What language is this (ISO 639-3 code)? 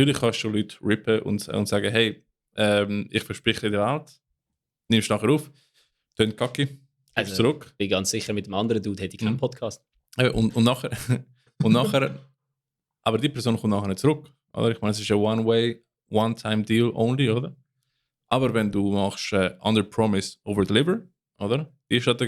gsw